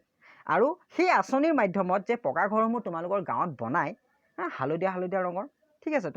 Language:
Assamese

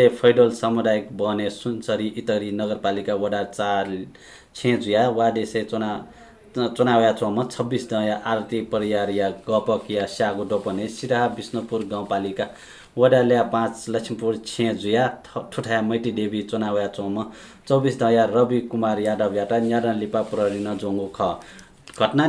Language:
Newari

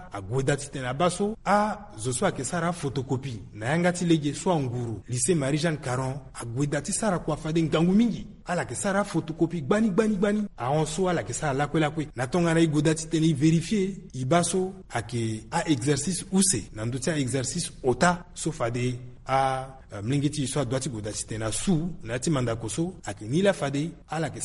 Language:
Sango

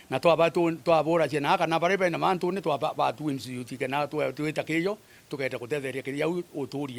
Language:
Meru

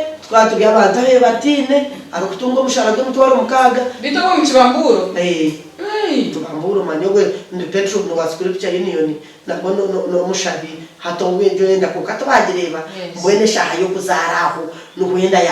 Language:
Nyankole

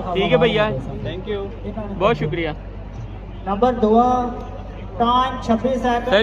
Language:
Pahari-Potwari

